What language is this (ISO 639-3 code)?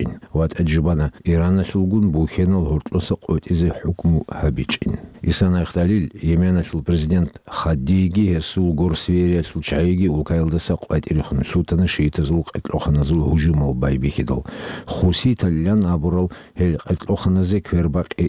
ava